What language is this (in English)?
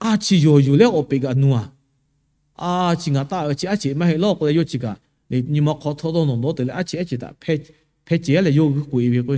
Lahu